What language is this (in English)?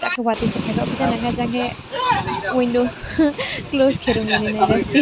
Riang (India)